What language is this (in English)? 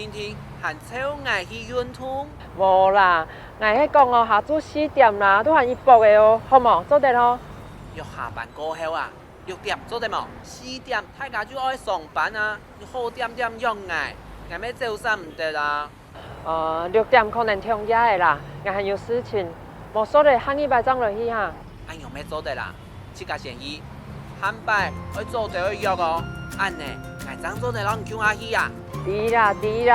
Hakka Chinese